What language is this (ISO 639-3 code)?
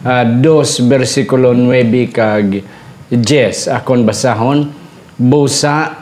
hil